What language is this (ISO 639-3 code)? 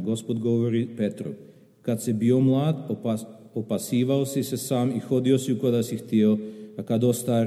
srp